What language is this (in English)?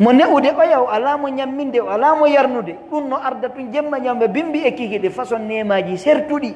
Pular